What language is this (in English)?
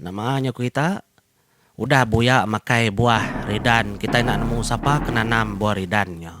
Iban